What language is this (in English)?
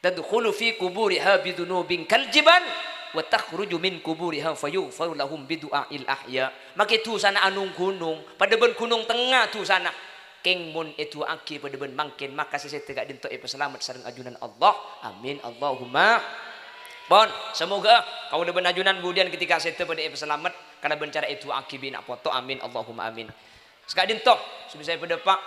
Madurese